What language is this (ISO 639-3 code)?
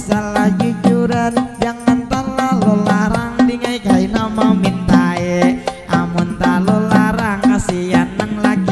bjn